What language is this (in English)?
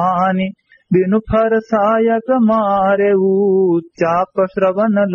Awadhi